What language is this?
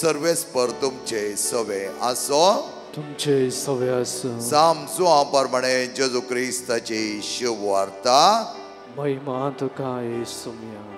Konkani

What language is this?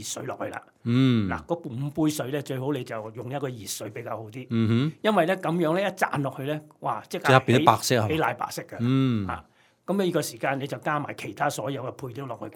Cantonese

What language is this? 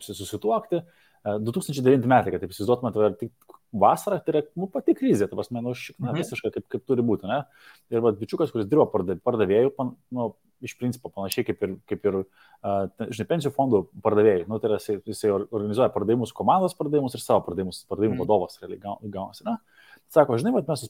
Lithuanian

